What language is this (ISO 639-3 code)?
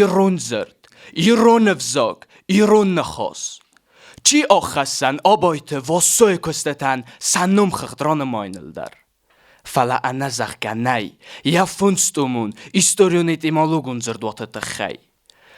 oss